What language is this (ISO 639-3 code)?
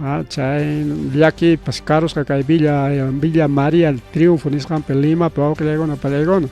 quy